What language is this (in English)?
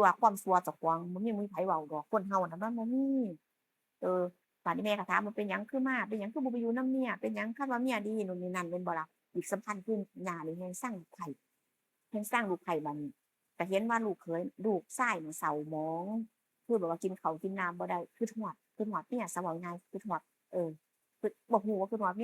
Northeastern Thai